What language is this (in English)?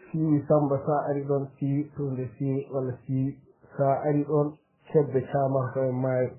Fula